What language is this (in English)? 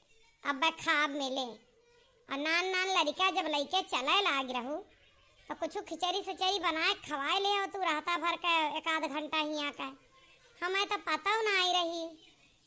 Awadhi